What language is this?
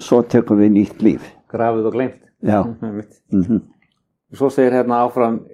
Icelandic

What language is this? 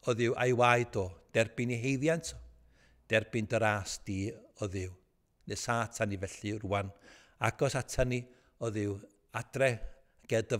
Welsh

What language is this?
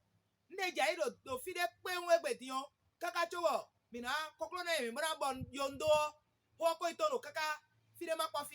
Fon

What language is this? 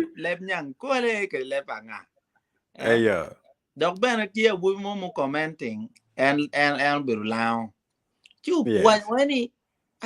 Acoli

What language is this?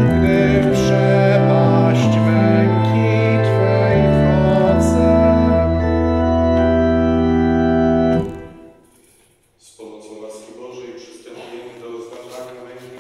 Polish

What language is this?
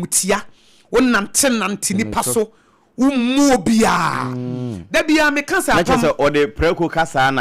Akan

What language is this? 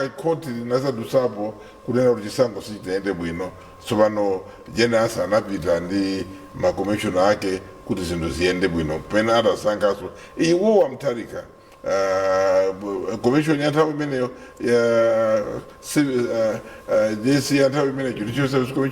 Nyanja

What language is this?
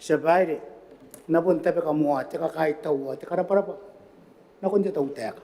Gilbertese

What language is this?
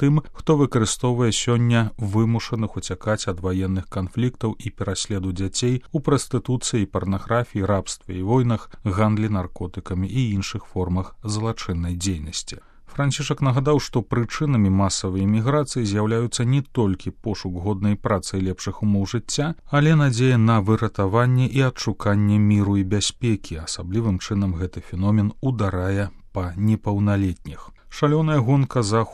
Belarusian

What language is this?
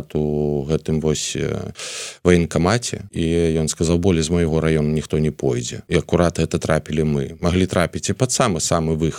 Belarusian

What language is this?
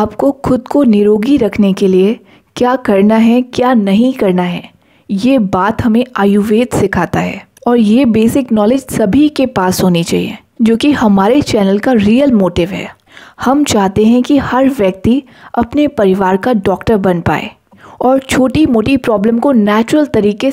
Hindi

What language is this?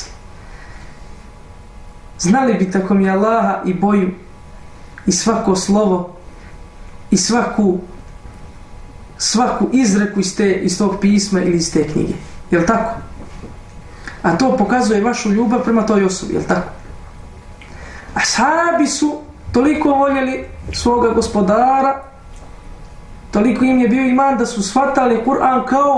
Bosnian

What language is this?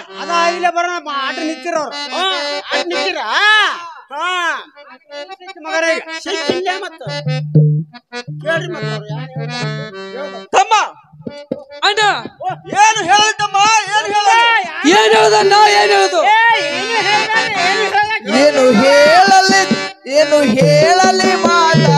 Kannada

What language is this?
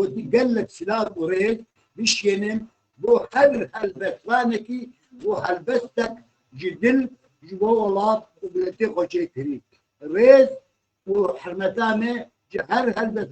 Kurdish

